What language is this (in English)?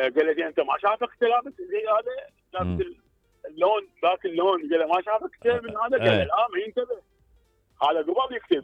Mesopotamian Arabic